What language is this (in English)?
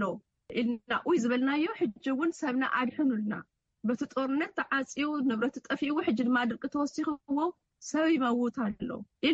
Tigrinya